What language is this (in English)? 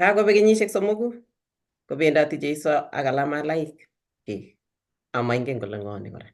Kalenjin